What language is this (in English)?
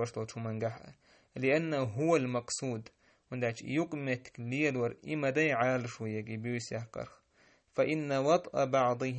Chechen